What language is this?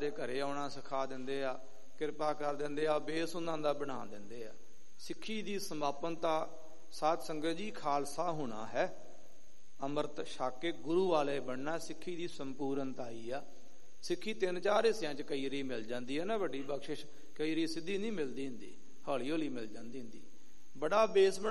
Punjabi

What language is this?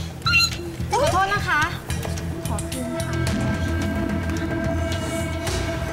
Thai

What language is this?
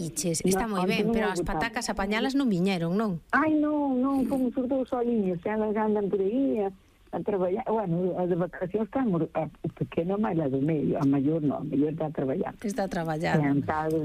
Galician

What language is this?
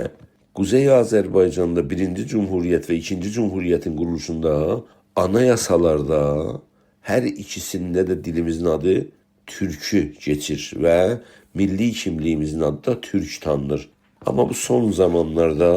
South Azerbaijani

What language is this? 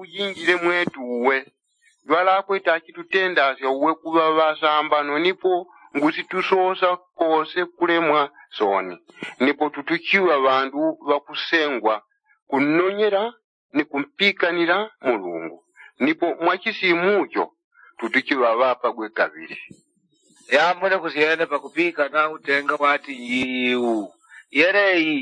Yao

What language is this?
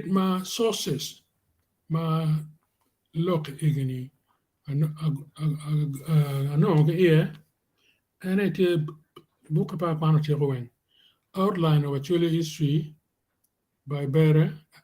Acoli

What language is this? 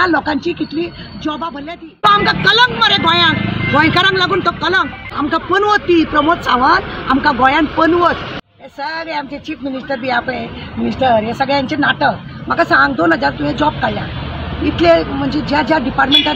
Konkani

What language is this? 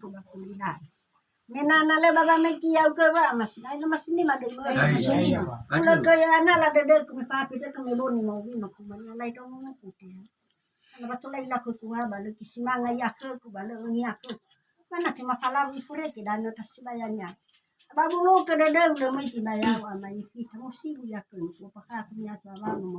Nias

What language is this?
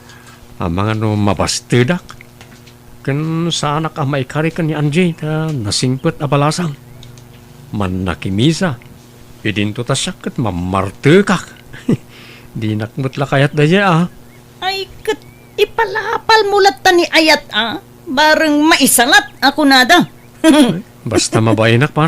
Iloko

